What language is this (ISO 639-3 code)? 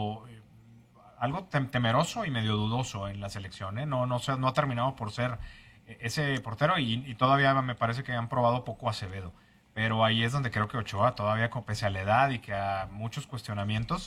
spa